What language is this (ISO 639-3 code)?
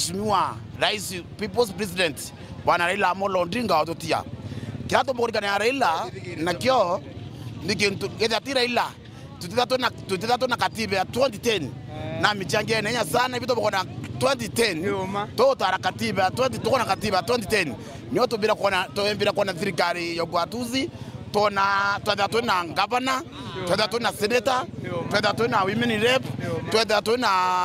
mer